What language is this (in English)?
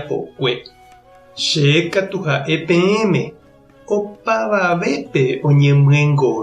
Guarani